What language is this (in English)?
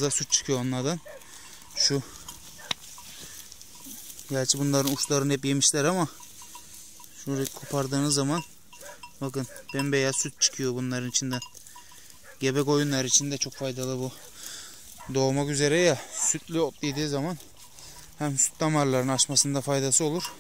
Turkish